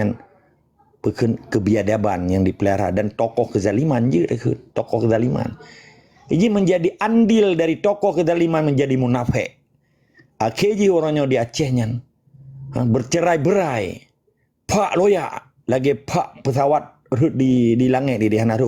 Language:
Achinese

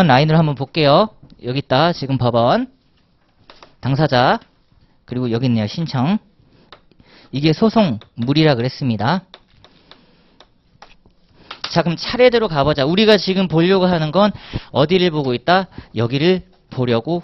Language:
Korean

